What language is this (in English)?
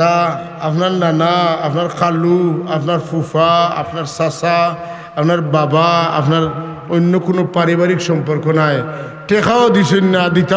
Sylheti